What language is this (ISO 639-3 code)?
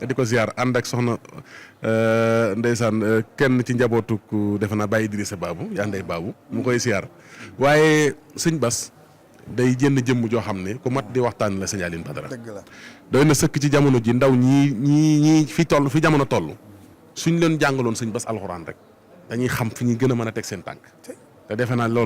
wol